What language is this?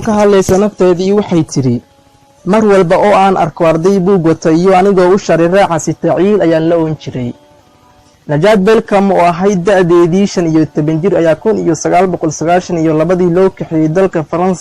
Somali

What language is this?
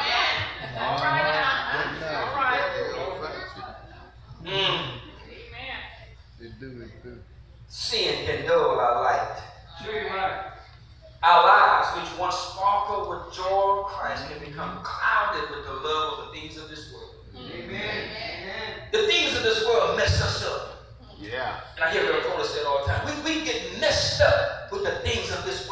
English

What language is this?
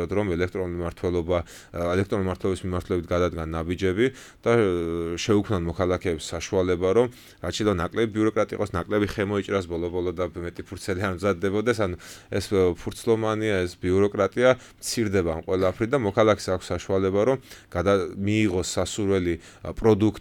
Georgian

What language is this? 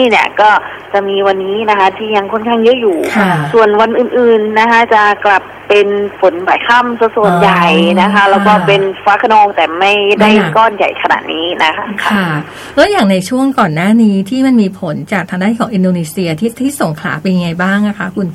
Thai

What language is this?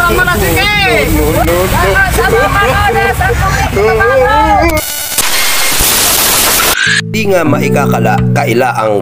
Filipino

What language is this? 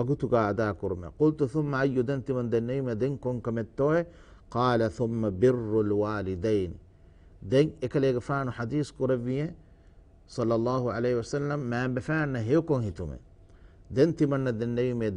Divehi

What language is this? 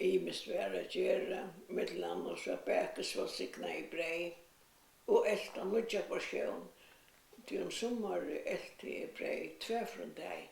Faroese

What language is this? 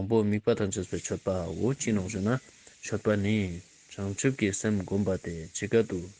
Ladakhi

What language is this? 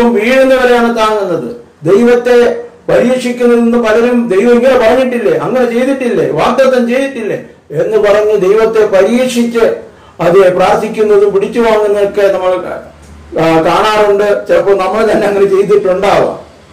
Malayalam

